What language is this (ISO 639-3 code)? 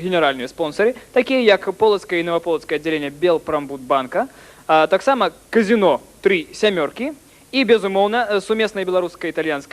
bel